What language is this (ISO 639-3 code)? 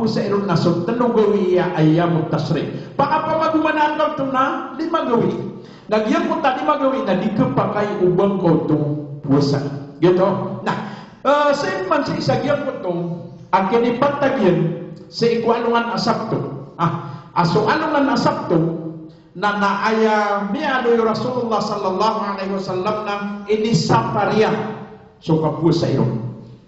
mrw